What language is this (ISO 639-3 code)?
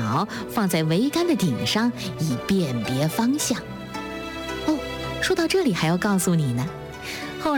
zho